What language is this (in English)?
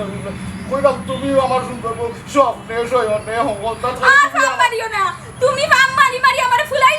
Sylheti